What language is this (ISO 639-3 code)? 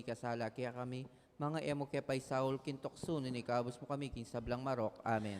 pam